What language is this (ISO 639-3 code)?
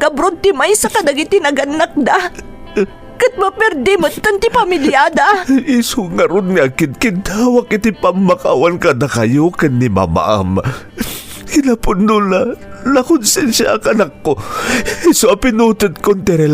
ilo